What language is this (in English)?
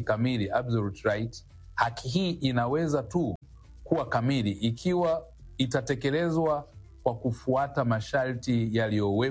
Swahili